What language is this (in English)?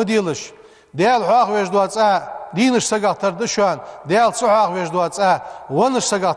Ingush